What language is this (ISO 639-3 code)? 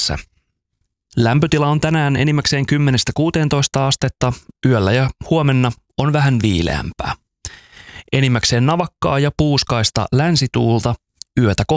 fin